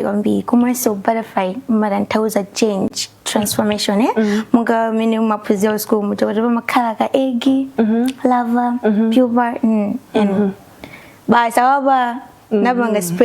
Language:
Nyanja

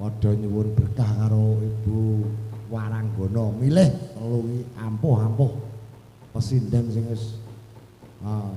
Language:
Javanese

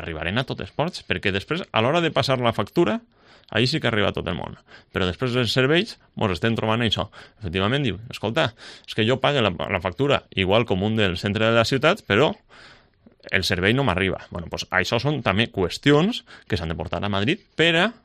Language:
Catalan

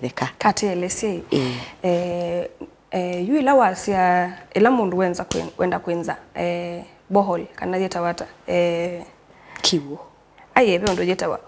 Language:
Kamba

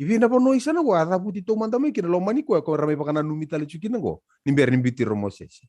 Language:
Fijian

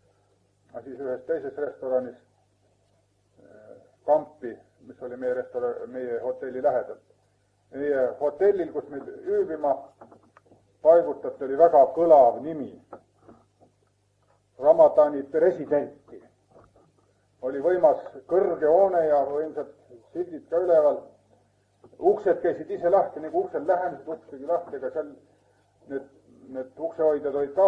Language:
Estonian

